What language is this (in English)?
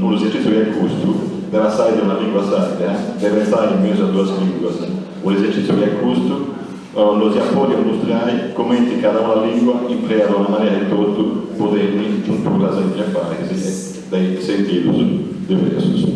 Sardinian